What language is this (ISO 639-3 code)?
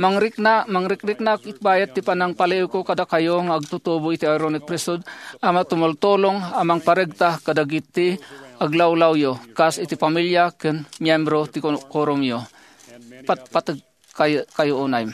ilo